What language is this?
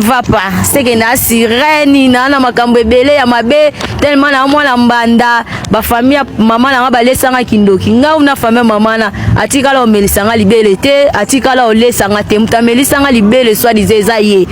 Lingala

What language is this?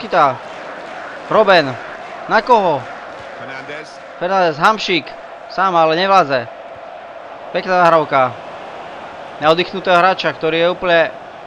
Slovak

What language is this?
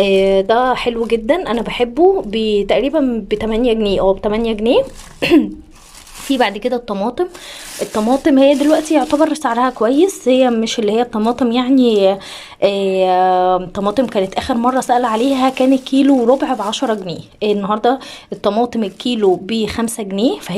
Egyptian Arabic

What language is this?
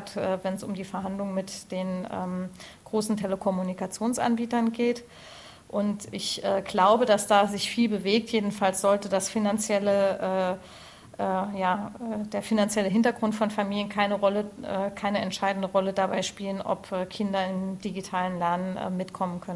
German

